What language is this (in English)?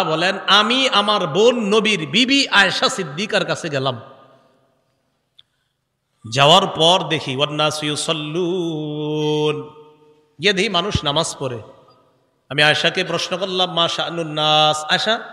Bangla